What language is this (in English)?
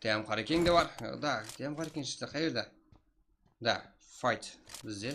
Kara-Kalpak